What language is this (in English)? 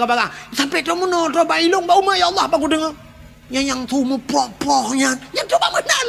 Achinese